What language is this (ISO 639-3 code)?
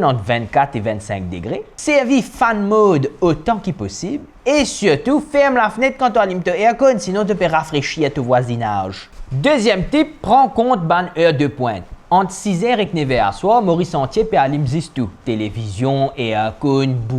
mfe